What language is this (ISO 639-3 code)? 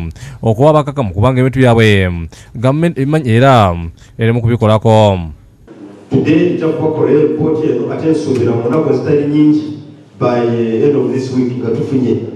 lug